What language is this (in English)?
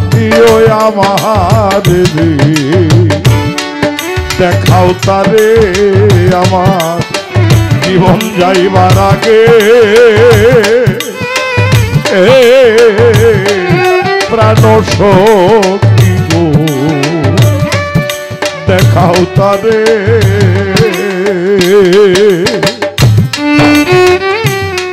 Bangla